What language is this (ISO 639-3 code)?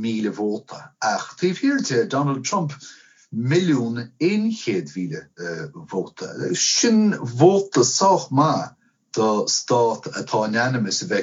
gle